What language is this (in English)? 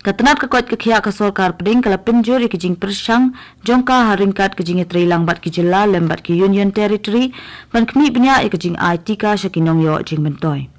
Khasi